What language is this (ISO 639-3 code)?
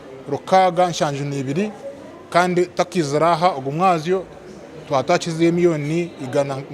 nyn